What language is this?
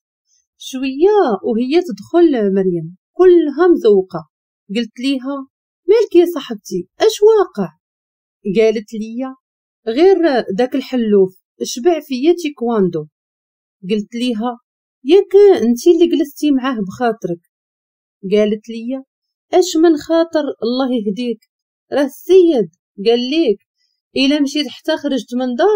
Moroccan Arabic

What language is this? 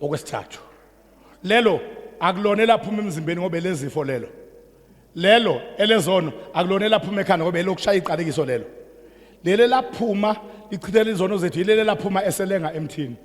Zulu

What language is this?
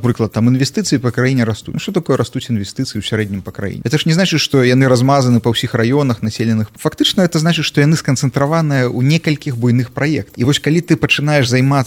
Belarusian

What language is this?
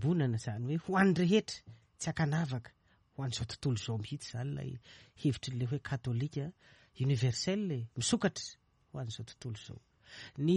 Malagasy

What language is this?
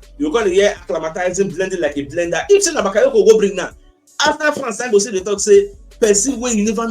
Nigerian Pidgin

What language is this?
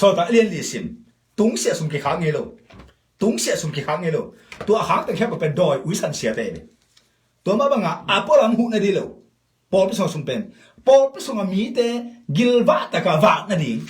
Tedim Chin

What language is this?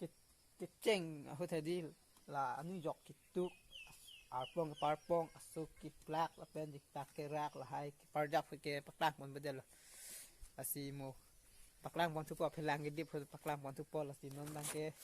Karbi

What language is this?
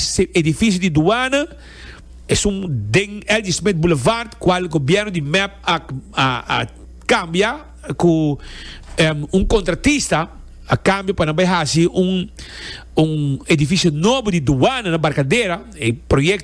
Papiamento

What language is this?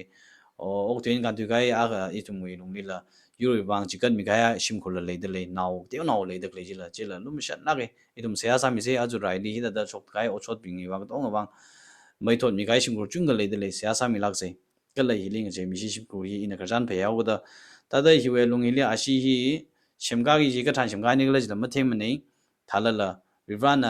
Tangkhul Naga (India)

